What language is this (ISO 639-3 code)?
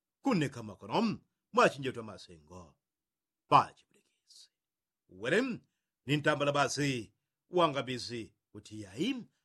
yao